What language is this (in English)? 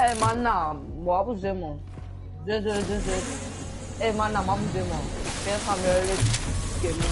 Morisyen